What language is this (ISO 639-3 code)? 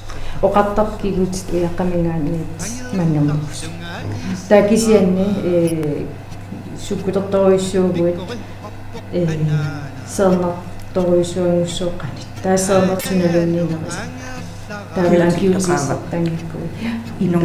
kal